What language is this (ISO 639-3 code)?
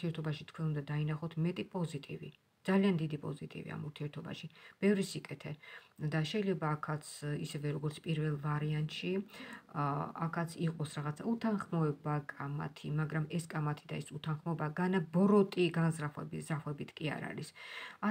kat